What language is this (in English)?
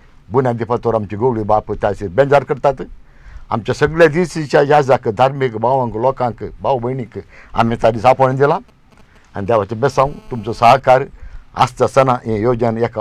Konkani